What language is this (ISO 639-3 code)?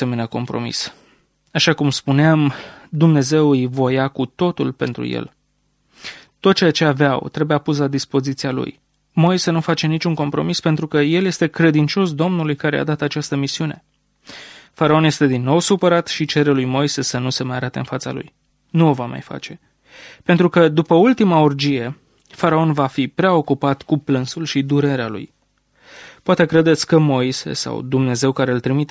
ron